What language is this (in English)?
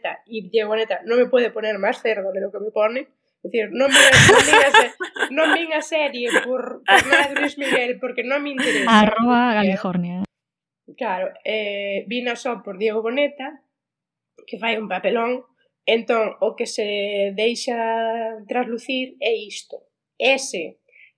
Galician